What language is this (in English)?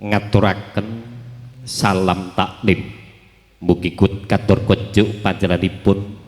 Javanese